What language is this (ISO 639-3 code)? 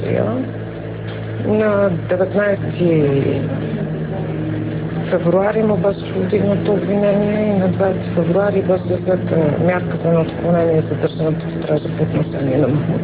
bul